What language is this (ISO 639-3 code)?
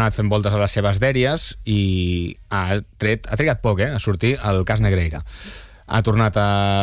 cat